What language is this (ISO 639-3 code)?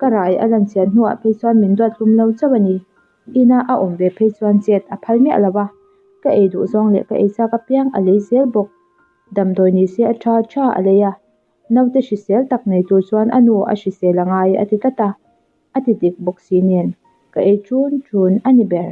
lus